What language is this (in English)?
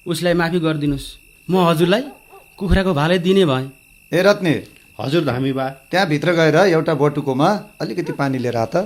Nepali